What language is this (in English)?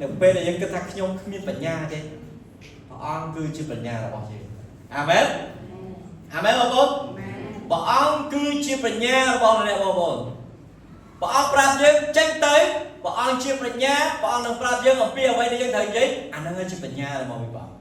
Khmer